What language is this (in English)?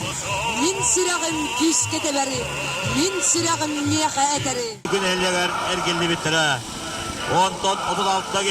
Yakut